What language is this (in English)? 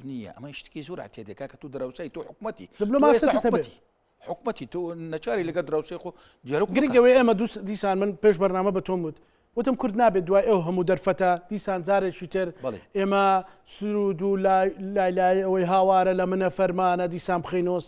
Central Kurdish